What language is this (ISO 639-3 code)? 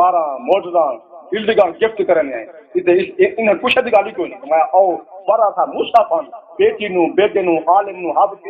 skr